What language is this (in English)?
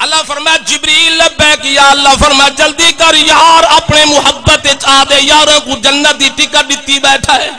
Saraiki